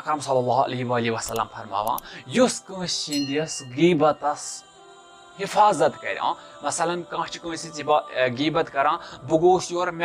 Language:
Kashmiri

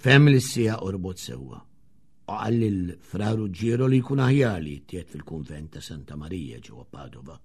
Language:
Maltese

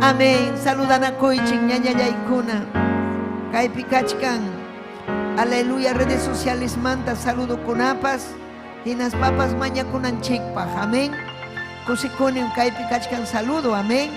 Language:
Ayacucho Quechua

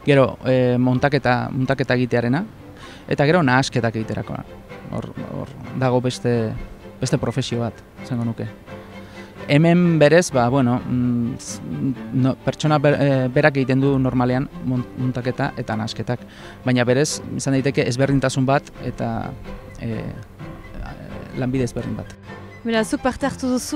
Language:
Basque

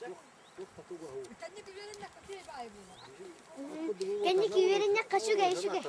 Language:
Yakut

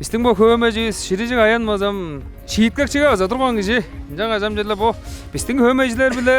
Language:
Tuvinian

